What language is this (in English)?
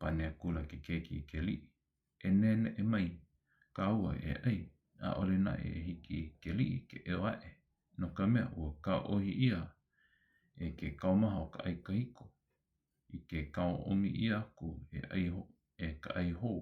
Hawaiian